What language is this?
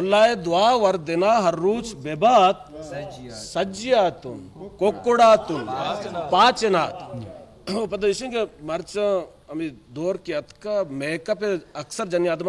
Eastern Balochi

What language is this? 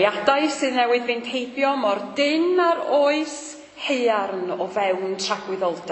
Welsh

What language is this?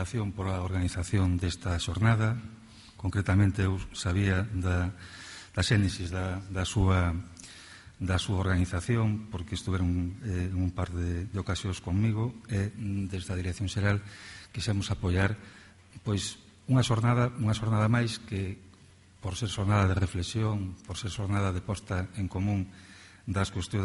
Galician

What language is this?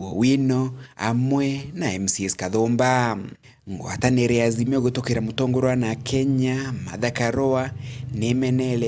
Meru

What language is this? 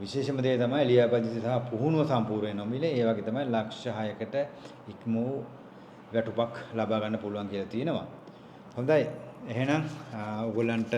Sinhala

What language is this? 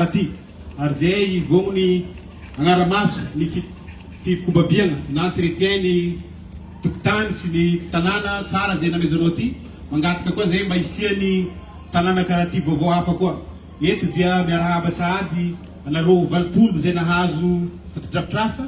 Malagasy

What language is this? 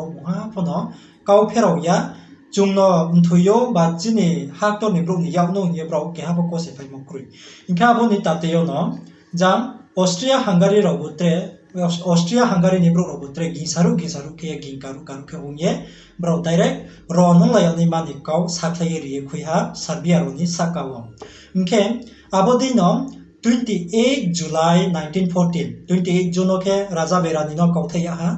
Riang (India)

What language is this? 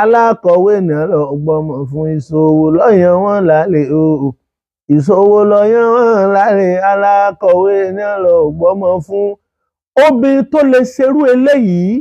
Yoruba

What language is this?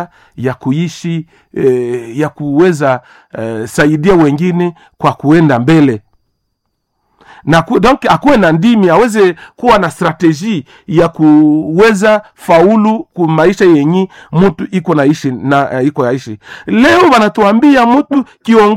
Swahili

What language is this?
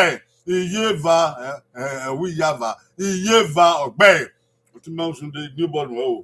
Bini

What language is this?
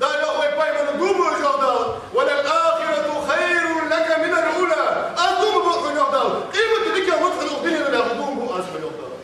Ingush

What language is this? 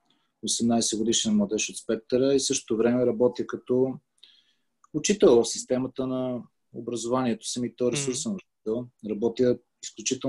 Bulgarian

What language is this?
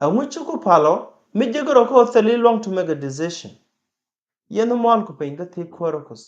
Nuer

